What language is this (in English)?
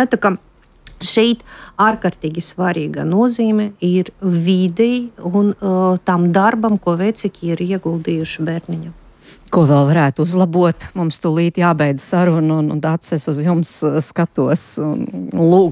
Latvian